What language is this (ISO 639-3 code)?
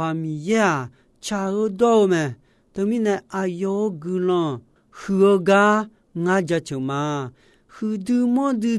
ahk